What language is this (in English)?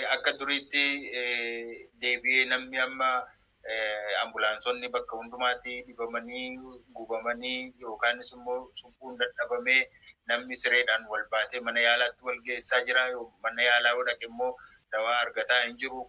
Oromo